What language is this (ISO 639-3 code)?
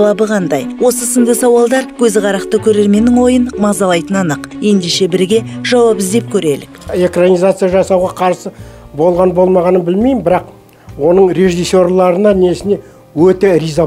kaz